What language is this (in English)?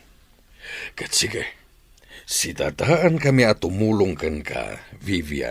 Iloko